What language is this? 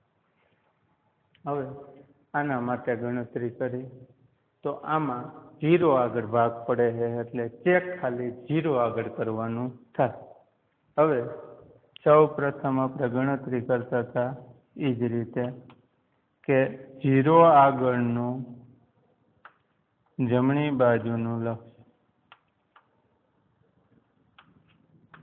Gujarati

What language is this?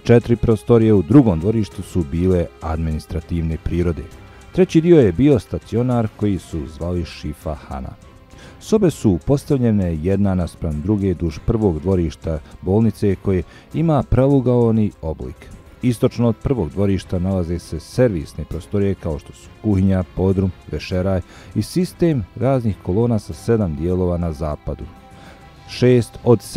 Bosnian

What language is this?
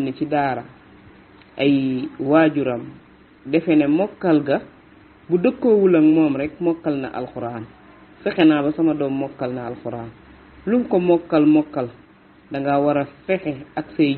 Wolof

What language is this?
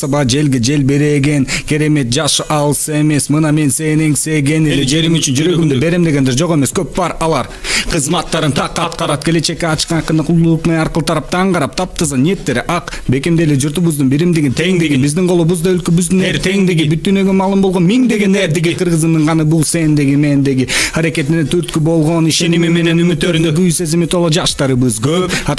Kyrgyz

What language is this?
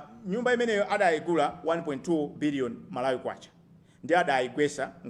Nyanja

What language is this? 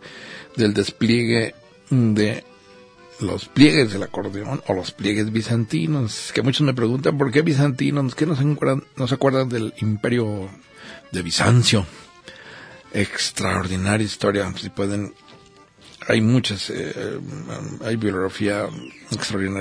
Spanish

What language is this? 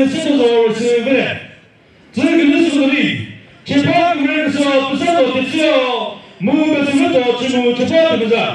Chokri Naga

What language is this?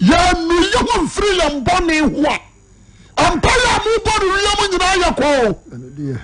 Akan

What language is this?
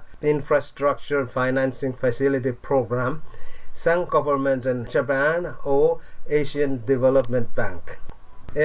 Pohnpeian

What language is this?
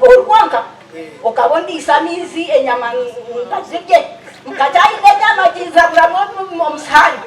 Nyankole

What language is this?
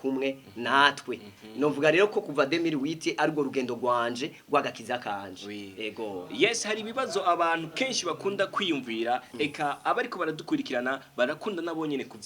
Rundi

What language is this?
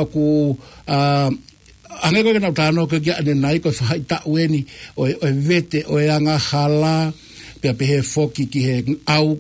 Tongan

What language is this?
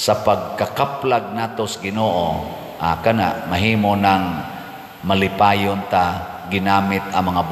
Cebuano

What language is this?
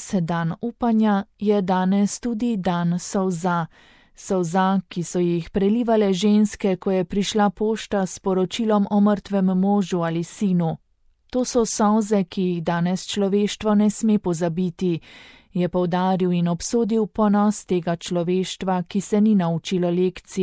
Slovenian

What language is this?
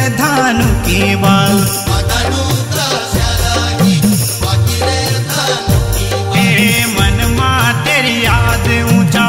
Kumaoni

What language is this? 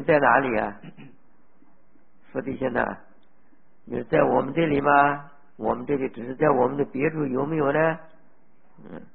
Chinese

